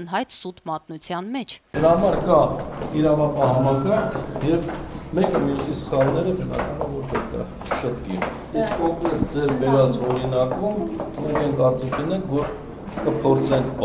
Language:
Armenian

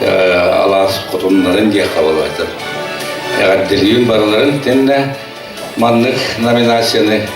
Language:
Yakut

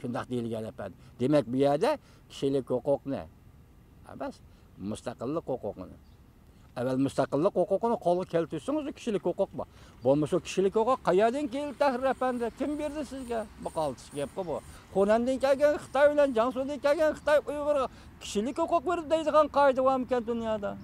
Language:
Uyghur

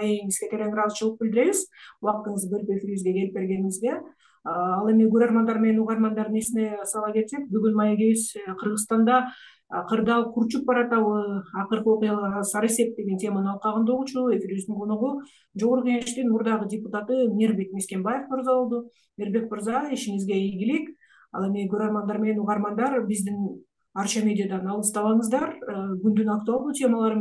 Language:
Kyrgyz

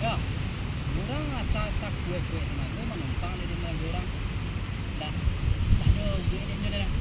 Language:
Minangkabau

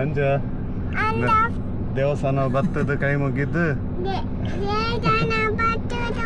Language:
Tulu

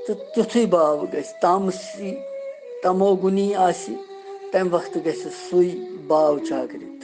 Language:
Kashmiri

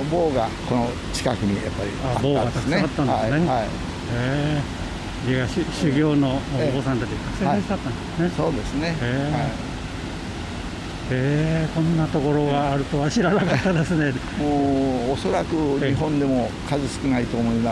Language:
Japanese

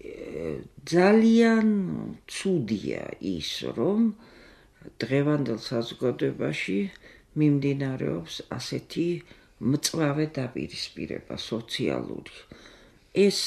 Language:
Georgian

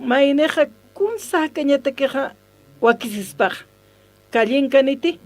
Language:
Aymara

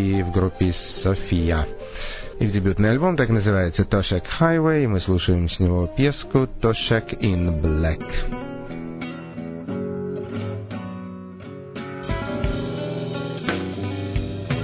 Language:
Russian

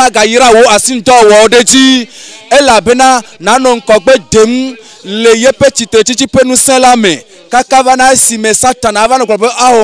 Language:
Ewe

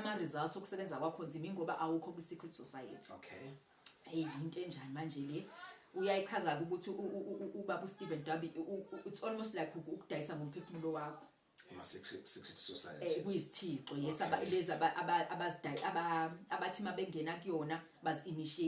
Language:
Zulu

